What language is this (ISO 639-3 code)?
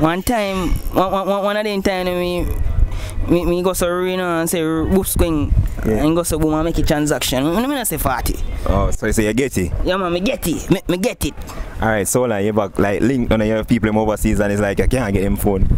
jam